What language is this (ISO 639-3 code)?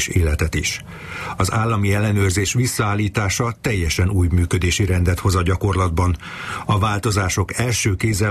hun